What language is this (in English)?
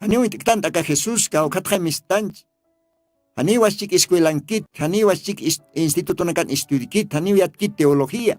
Aymara